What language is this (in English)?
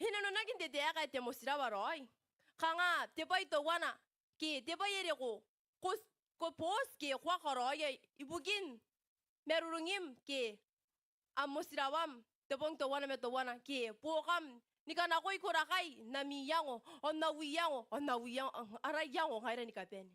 Gilbertese